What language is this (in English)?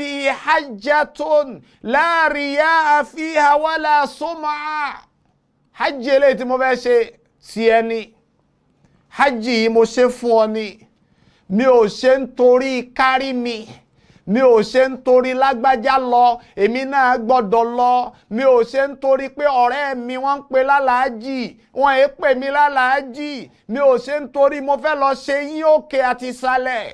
Yoruba